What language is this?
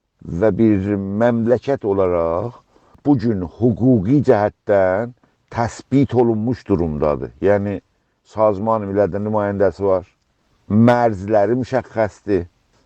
South Azerbaijani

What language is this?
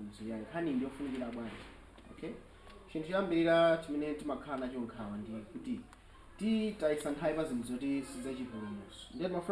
Nyanja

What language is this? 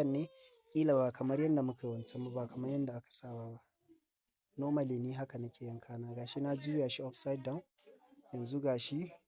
Hausa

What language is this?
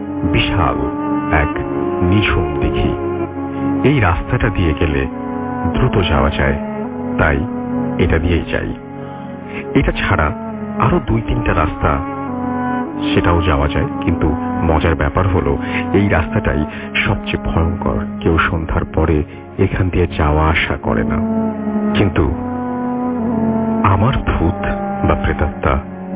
Bangla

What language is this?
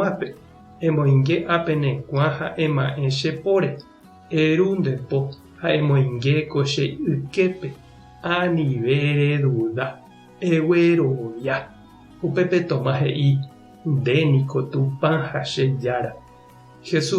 Guarani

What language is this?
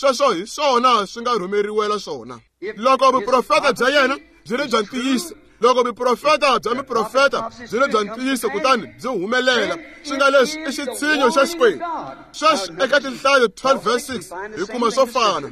Tsonga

